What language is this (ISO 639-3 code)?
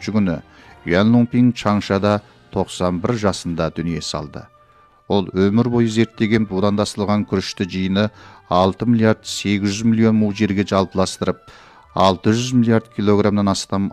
kaz